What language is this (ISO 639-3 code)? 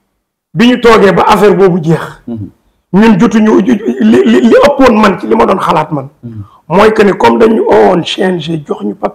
wol